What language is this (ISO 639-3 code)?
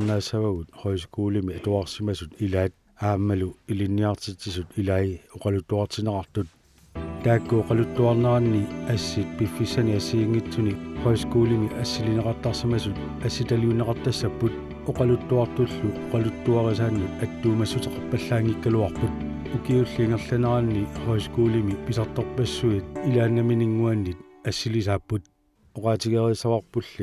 kal